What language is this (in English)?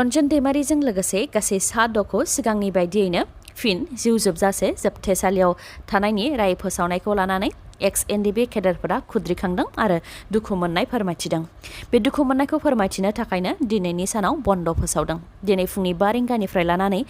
Bodo